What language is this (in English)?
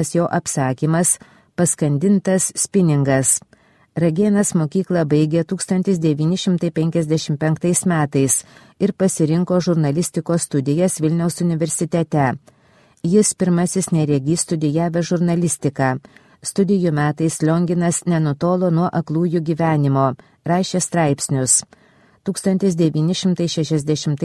Lithuanian